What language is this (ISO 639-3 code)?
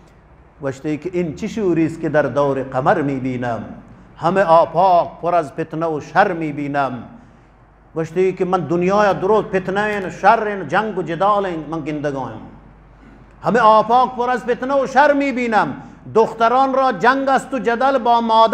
bgp